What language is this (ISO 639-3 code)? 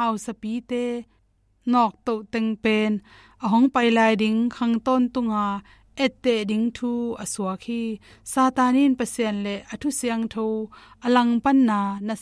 ctd